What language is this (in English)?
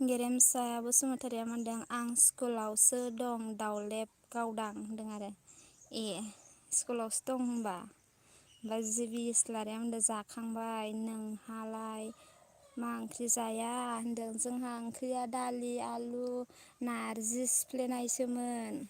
Bodo